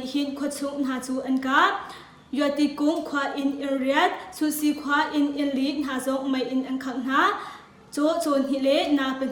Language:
Hakha Chin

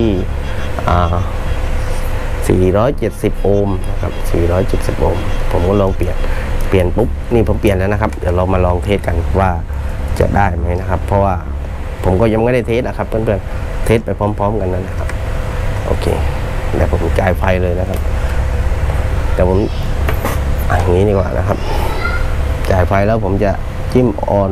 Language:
Thai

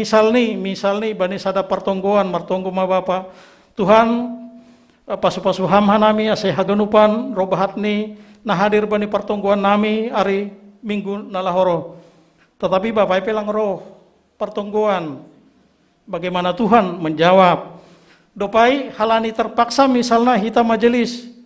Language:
Batak Simalungun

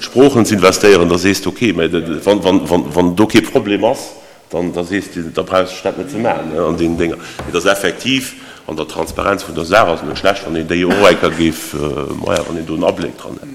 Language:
Luxembourgish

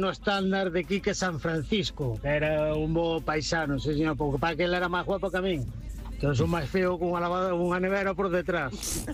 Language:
Galician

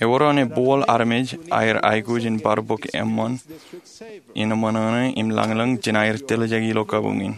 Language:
Marshallese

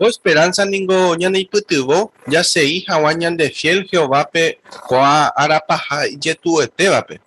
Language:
Guarani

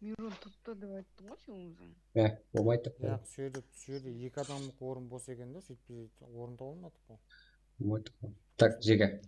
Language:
Kara-Kalpak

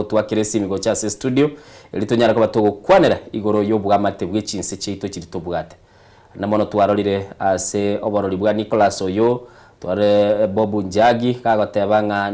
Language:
Gusii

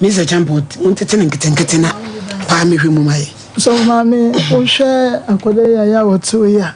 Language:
Akan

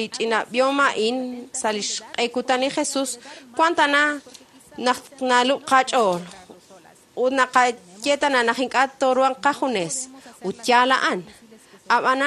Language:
Kekchí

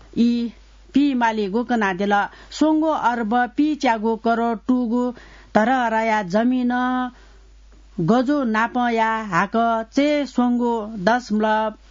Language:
Newari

